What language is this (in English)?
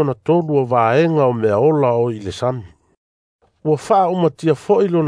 Samoan